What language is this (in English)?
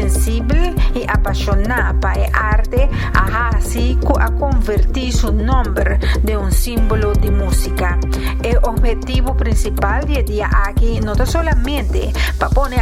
Papiamento